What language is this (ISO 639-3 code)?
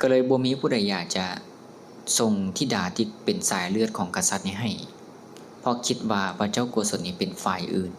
lao